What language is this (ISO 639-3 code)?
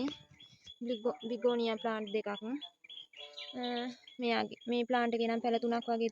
sin